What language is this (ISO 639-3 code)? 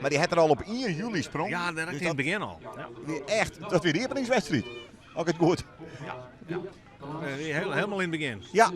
fry